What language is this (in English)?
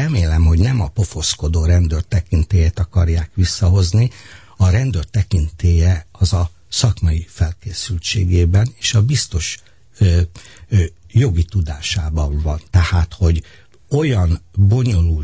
Hungarian